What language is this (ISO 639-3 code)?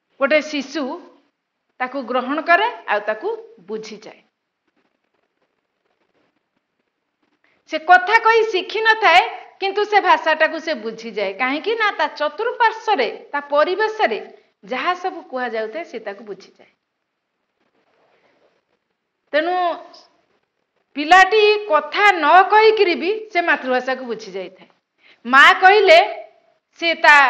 ori